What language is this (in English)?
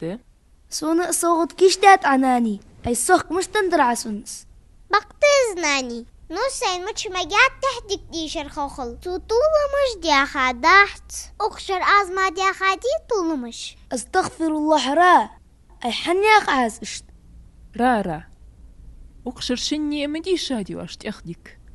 Ingush